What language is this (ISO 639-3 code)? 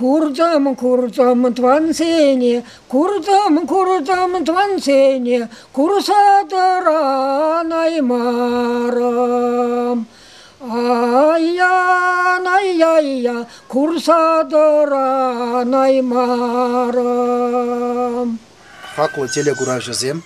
chv